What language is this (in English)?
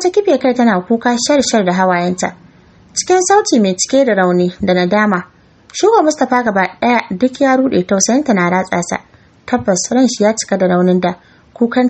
Hausa